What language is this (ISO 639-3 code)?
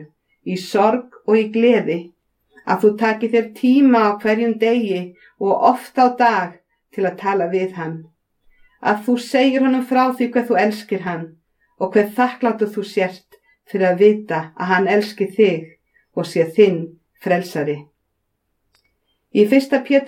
isl